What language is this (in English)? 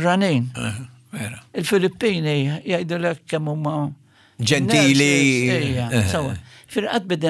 Maltese